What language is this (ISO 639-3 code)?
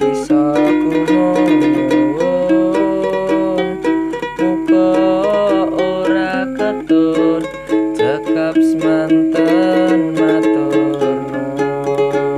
jav